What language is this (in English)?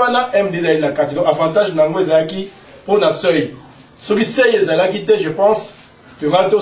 Lingala